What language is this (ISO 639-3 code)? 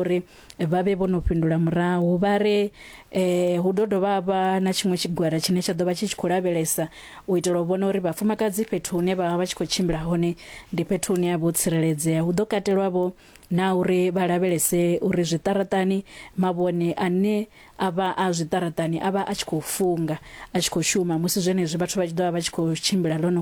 ven